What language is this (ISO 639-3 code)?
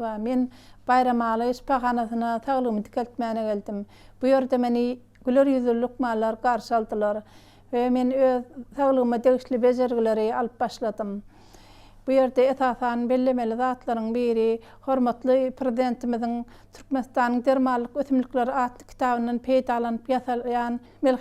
tuk